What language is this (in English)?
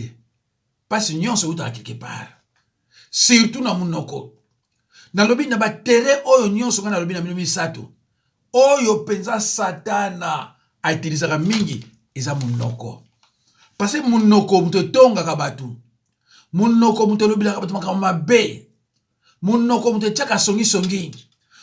Lingala